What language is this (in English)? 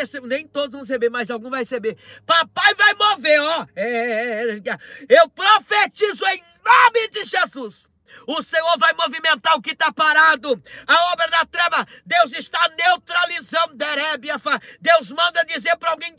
Portuguese